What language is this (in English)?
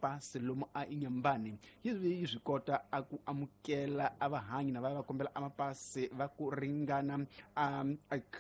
Tsonga